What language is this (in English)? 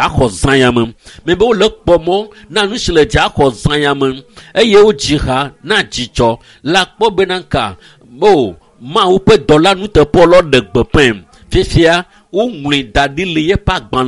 Ewe